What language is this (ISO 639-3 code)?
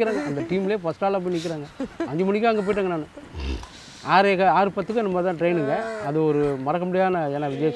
tam